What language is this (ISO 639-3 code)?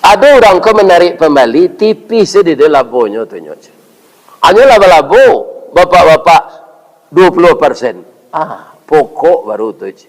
min